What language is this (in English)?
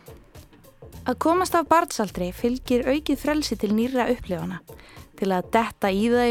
Icelandic